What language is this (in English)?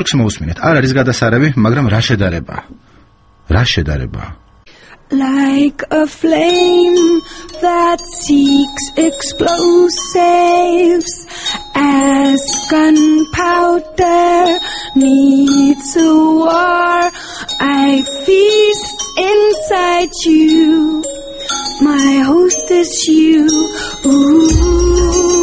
Georgian